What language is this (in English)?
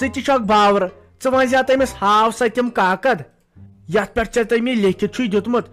Kashmiri